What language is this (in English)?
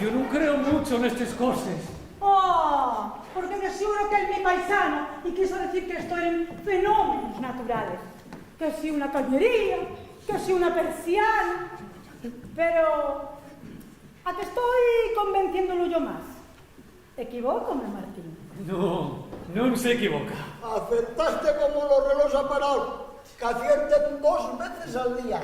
Asturian